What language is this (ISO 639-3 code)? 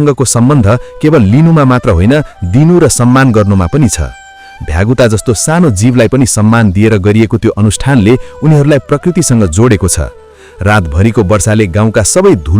nep